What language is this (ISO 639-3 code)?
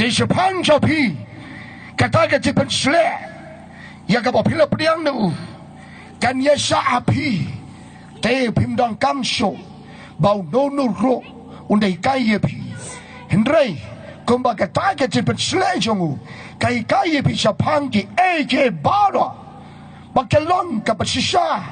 kha